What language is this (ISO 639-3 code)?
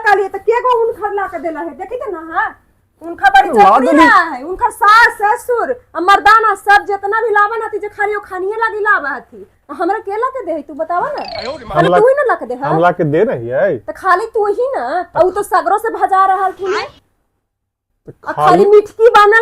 mag